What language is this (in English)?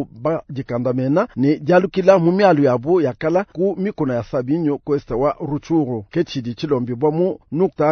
Luba-Lulua